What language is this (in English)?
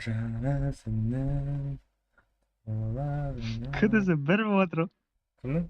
Kara-Kalpak